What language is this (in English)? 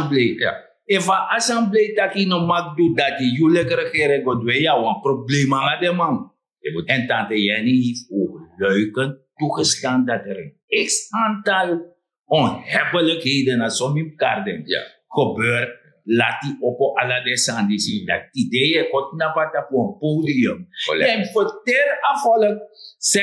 Sranan Tongo